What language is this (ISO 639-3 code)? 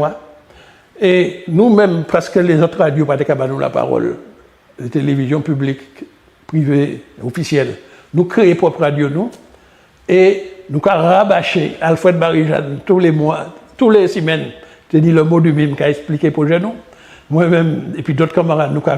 gcf